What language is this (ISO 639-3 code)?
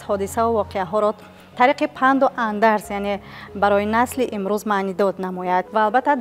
tgk